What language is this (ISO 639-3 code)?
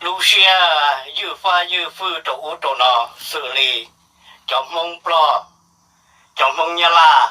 hmn